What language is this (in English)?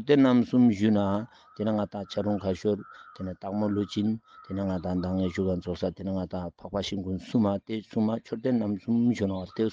Ladakhi